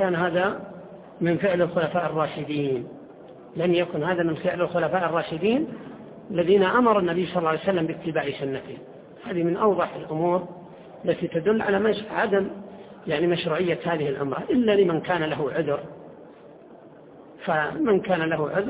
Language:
Arabic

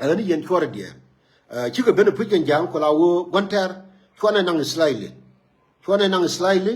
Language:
Nuer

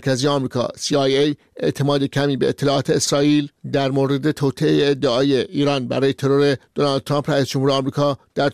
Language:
Persian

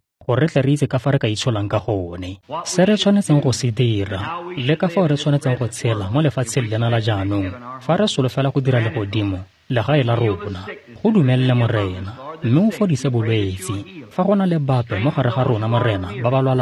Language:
Tswana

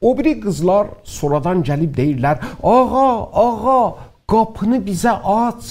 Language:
South Azerbaijani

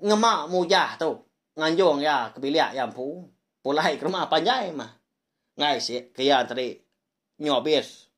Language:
Iban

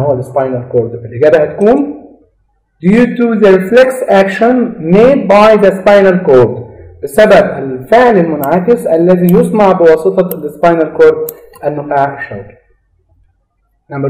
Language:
Egyptian Arabic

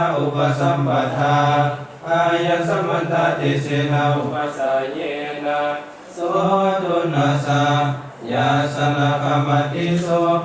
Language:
Pali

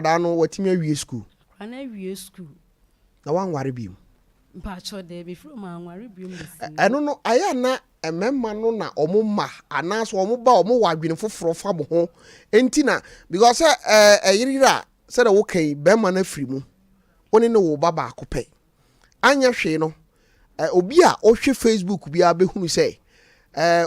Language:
Akan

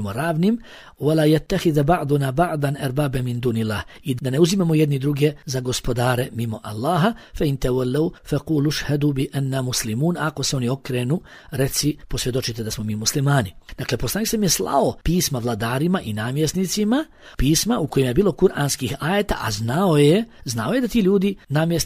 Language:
Bosnian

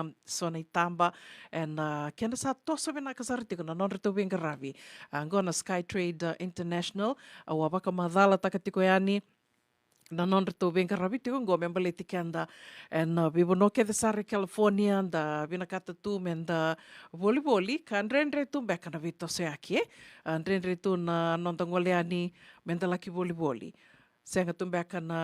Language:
Fijian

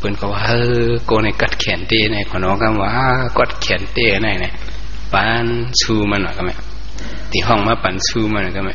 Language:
Shan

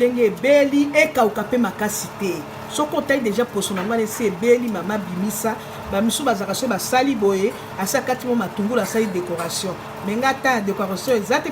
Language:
Lingala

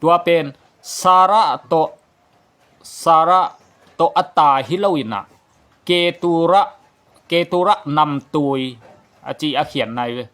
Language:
Tedim Chin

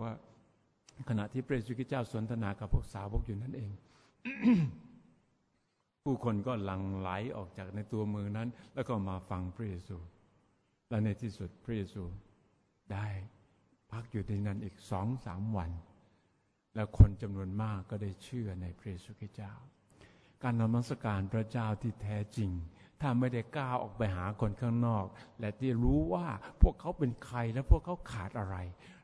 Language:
Thai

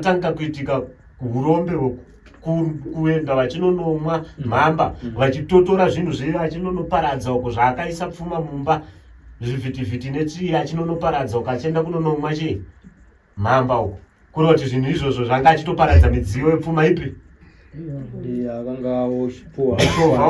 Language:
Shona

